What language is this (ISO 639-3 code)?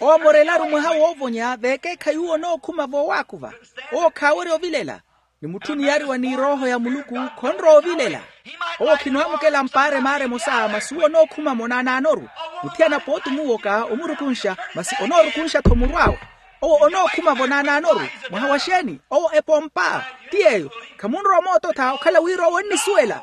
vmw